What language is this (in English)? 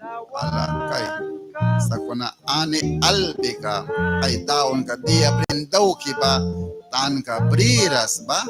Mískito